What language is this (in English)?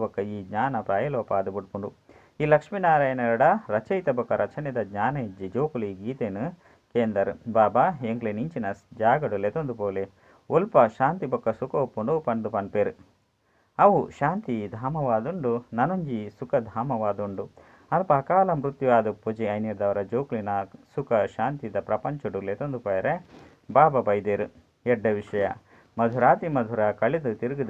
Tulu